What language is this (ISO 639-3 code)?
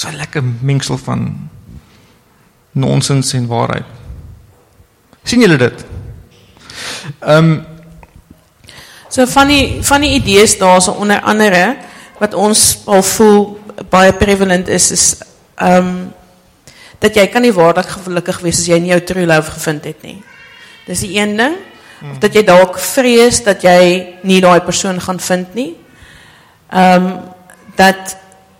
afr